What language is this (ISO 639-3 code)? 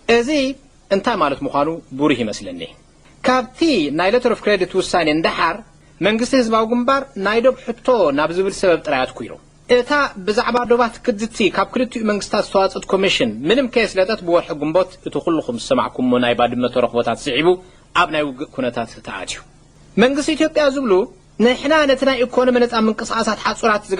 tir